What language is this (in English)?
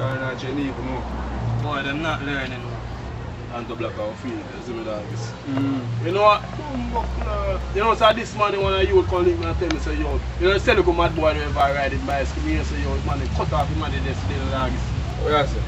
Jamaican Creole English